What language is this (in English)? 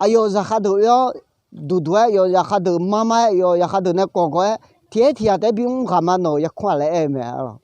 Akha